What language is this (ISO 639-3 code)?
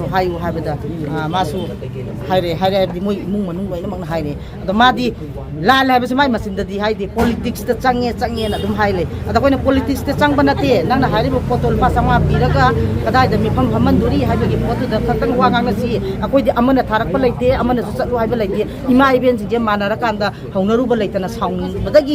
mni